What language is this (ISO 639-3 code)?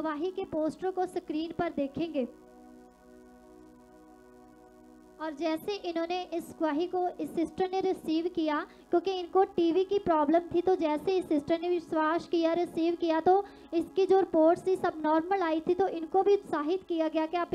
hin